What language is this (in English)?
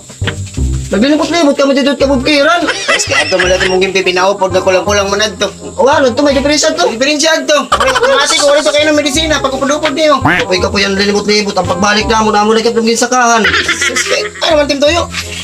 Waray